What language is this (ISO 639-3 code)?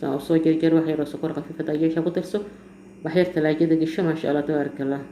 som